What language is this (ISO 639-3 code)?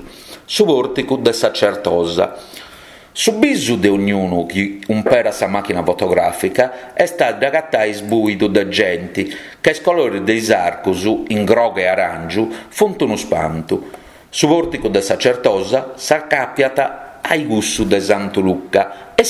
srd